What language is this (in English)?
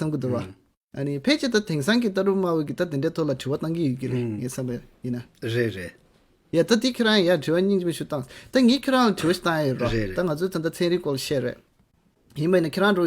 Tibetan